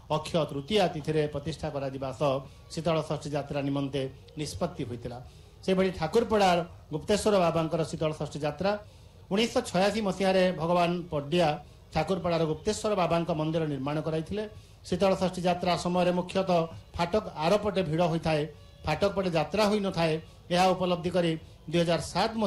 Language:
Odia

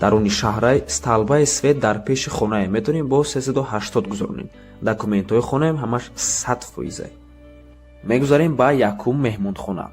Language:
Tajik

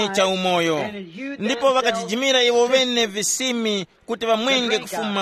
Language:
Tumbuka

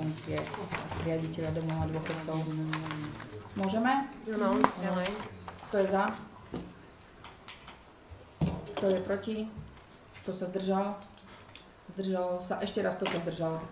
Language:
Slovak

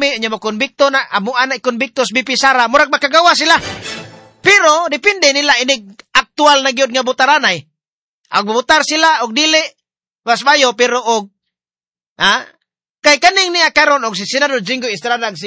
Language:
Cebuano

